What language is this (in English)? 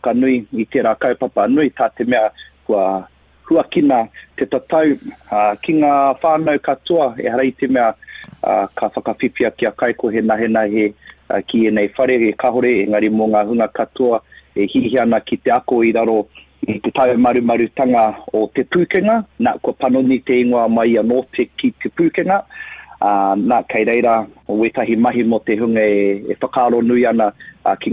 Māori